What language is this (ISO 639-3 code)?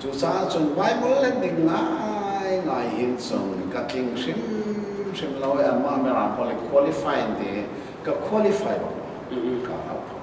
cnh